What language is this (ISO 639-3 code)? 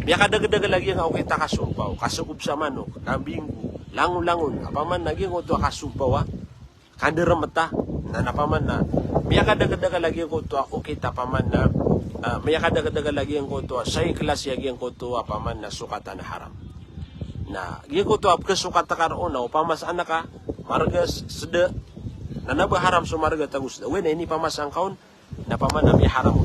mrw